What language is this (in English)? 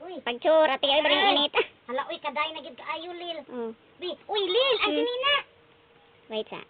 Cebuano